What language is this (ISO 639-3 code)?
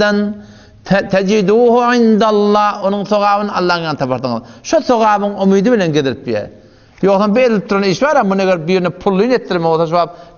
tuk